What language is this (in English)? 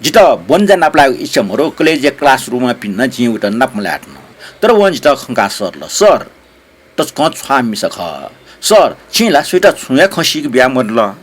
Newari